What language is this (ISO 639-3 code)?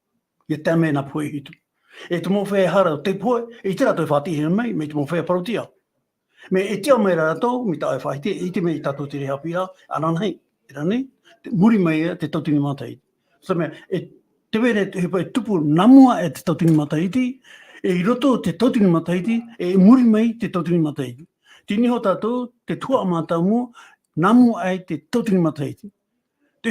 tah